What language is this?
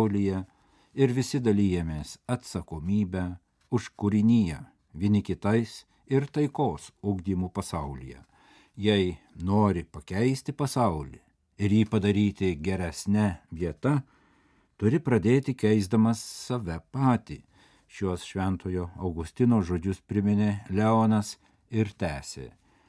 Lithuanian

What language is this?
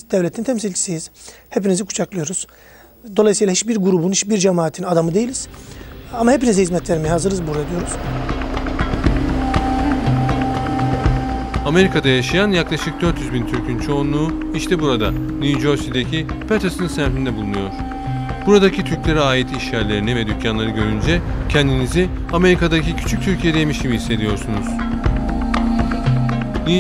Turkish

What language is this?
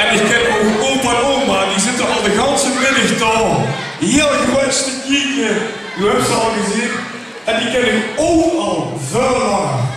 Limburgish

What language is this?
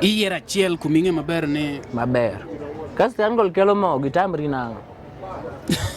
Luo (Kenya and Tanzania)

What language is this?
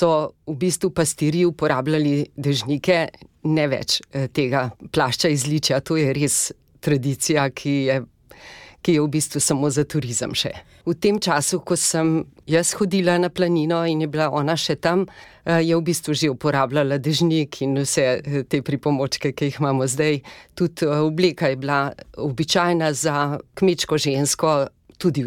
Slovenian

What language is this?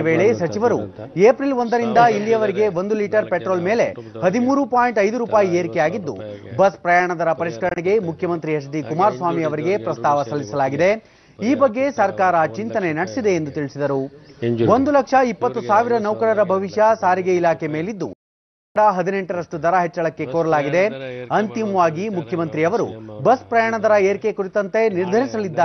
Kannada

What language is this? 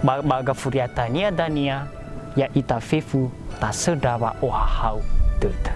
Nias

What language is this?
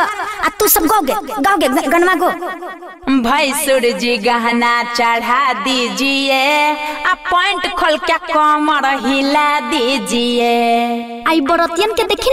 Bhojpuri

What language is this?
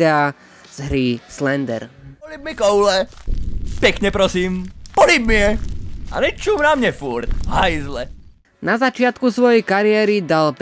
Slovak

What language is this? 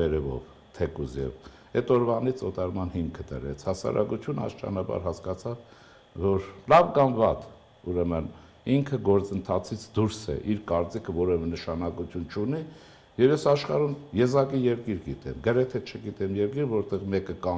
Armenian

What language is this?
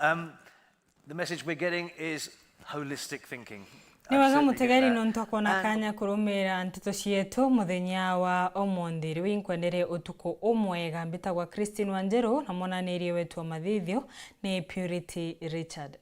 Meru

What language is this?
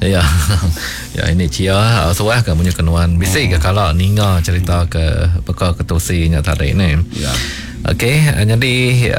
Iban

